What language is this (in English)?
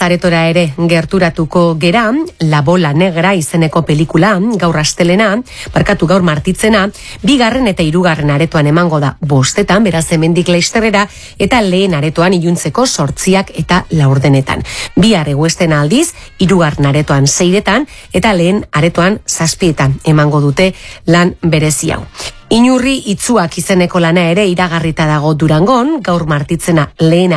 Basque